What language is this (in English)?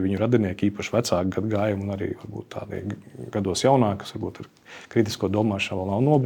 Latvian